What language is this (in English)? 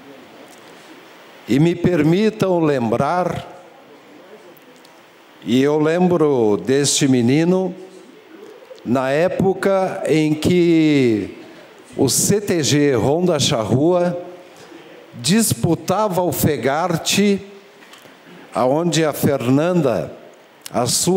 Portuguese